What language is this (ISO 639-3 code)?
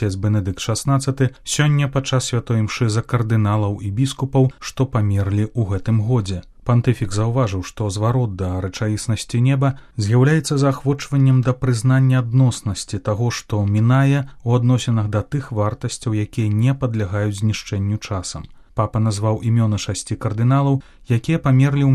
bel